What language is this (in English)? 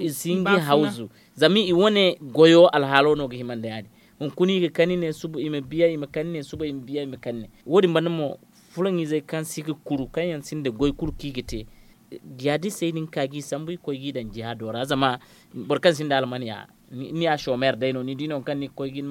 Zarma